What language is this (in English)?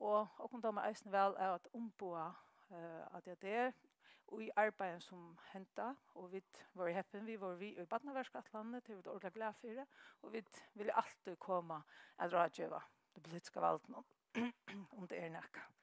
Faroese